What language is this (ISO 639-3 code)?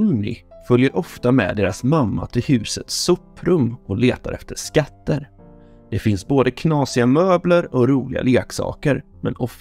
swe